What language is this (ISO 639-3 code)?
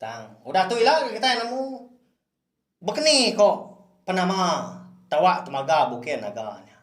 iba